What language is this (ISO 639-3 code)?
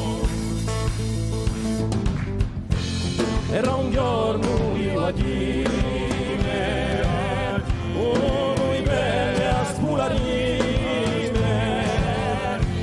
ita